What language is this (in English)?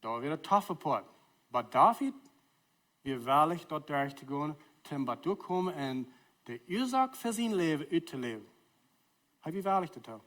Plautdietsch